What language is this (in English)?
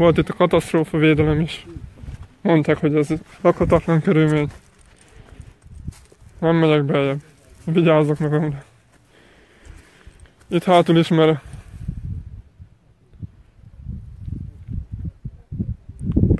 Hungarian